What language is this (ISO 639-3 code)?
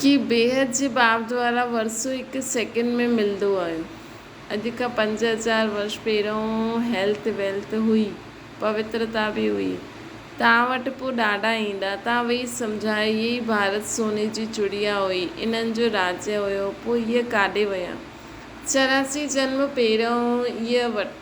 snd